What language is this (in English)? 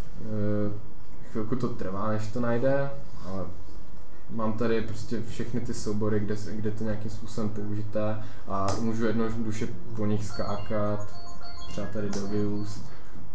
Czech